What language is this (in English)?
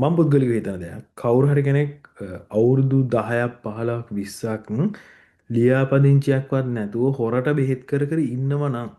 Sinhala